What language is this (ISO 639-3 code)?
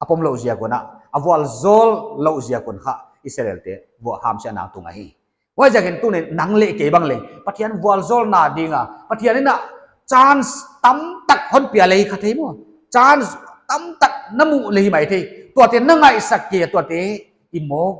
pck